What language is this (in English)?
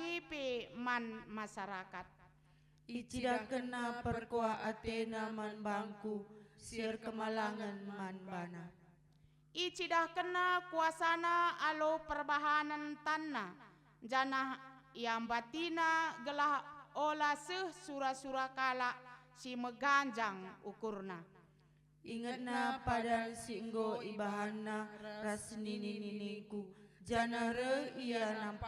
Batak Karo